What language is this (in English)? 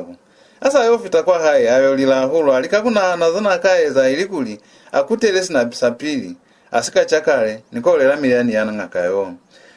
Lozi